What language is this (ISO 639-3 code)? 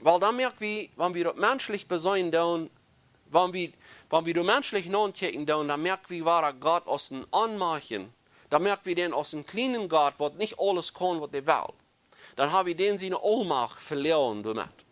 pdt